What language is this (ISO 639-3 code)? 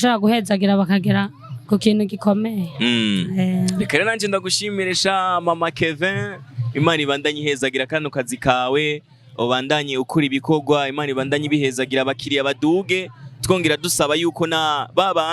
run